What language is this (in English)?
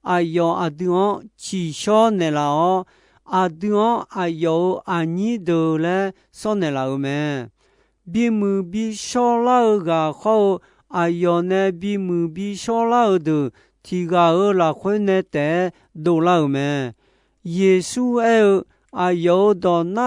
Akha